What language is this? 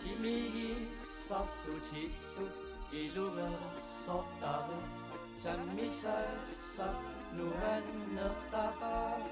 Kalaallisut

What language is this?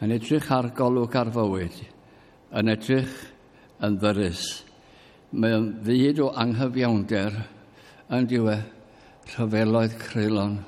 Welsh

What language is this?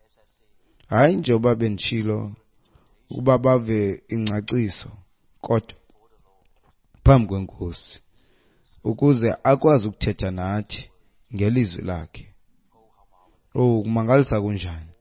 Xhosa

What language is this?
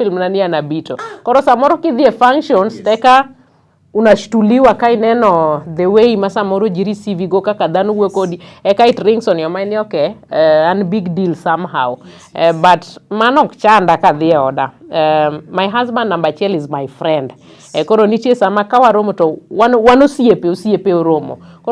Luo (Kenya and Tanzania)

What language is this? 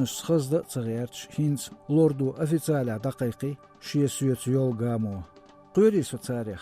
Chechen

